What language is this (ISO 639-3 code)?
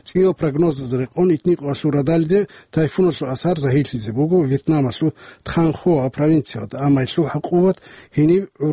ava